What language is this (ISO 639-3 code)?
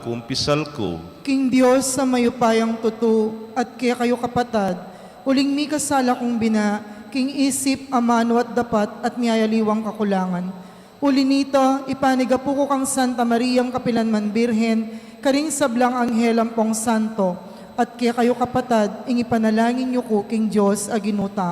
pam